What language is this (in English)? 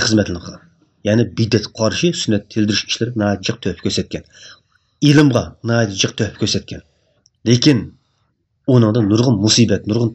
Uyghur